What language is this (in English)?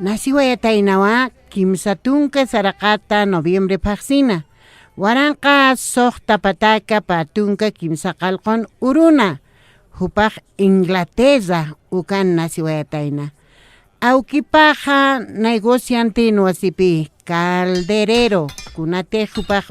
Aymara